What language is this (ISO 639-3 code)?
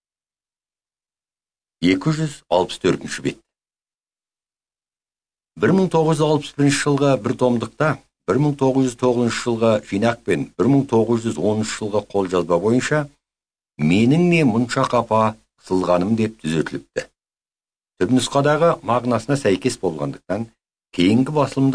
kaz